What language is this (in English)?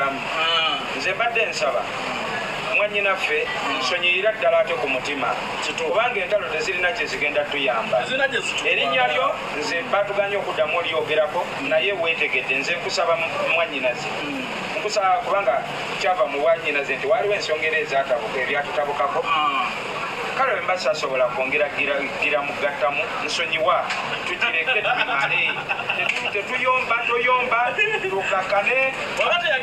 Ganda